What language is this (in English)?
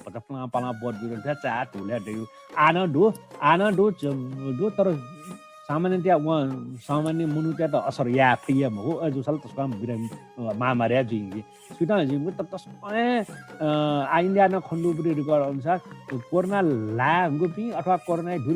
Newari